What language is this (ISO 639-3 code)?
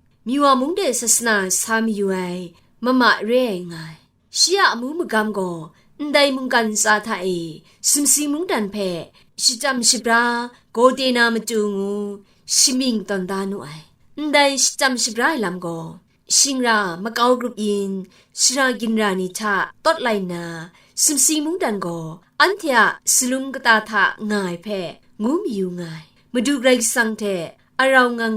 kac